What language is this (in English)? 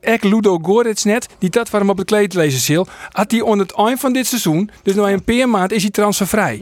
Western Frisian